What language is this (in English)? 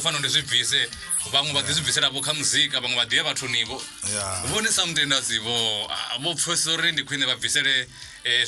Venda